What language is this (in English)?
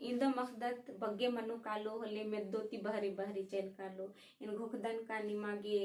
Kurukh